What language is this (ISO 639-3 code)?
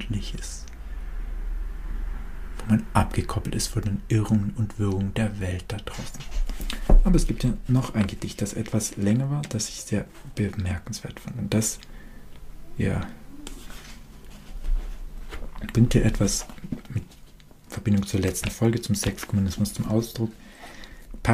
deu